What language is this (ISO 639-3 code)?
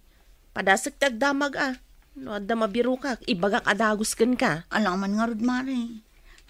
ilo